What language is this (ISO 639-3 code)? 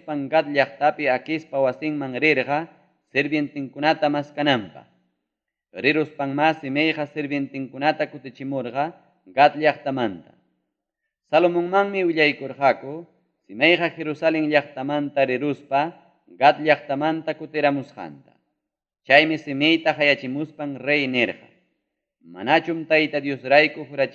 quy